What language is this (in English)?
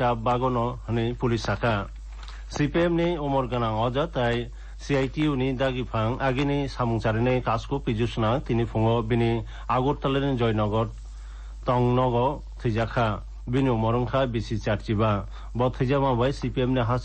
Kok Borok